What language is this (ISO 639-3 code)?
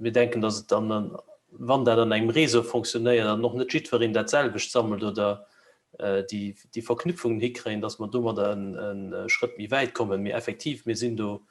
ltz